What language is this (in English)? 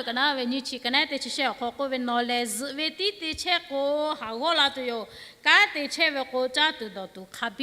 Lahu